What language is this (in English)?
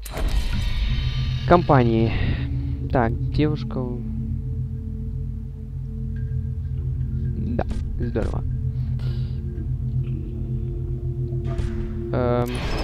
Russian